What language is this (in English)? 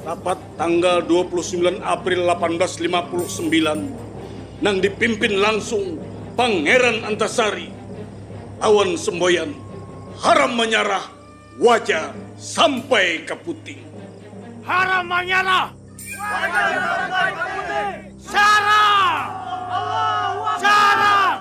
Banjar